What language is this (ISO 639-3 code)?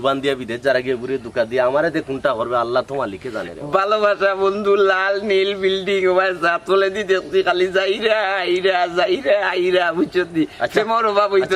syl